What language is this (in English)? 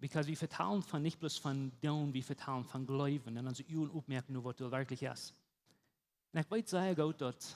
Plautdietsch